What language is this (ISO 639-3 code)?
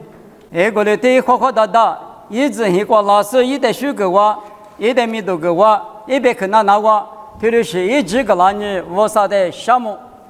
lis